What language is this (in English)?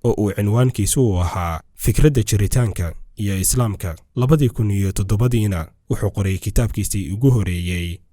Somali